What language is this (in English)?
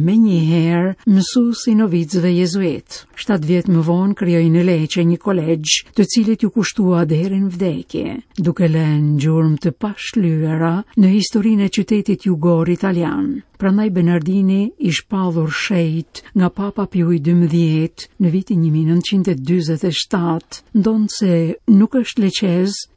Albanian